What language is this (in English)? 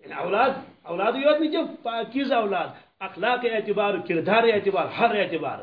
Kashmiri